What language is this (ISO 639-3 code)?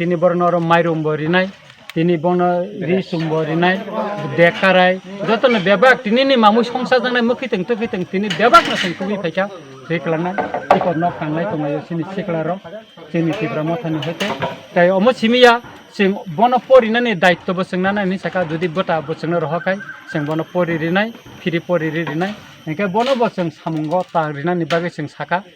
trp